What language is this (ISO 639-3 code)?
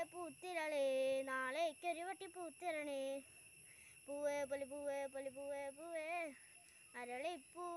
mal